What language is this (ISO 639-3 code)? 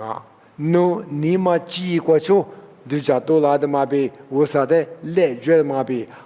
lis